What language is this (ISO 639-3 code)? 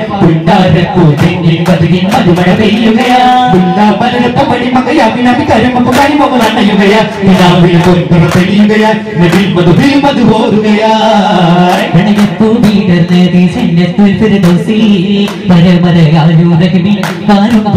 mal